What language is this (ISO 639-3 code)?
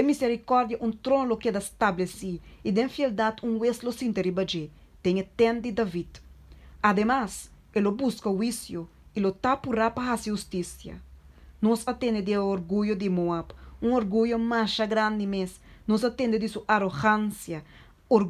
pap